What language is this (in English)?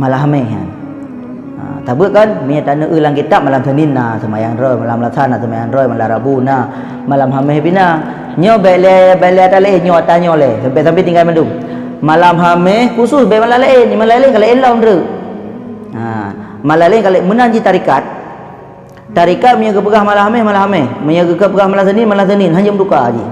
Achinese